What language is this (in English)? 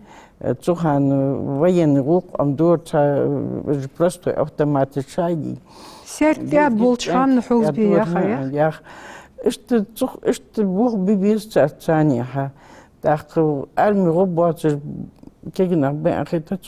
Ingush